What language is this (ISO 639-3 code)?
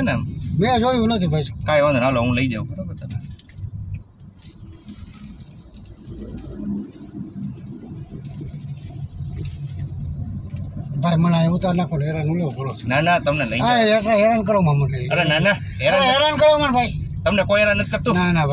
guj